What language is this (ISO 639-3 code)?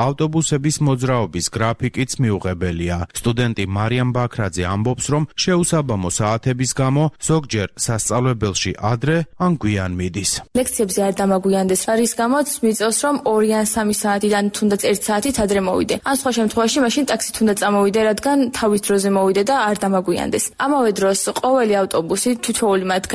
kat